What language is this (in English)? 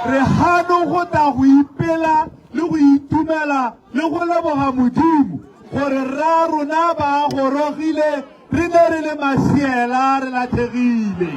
Tswana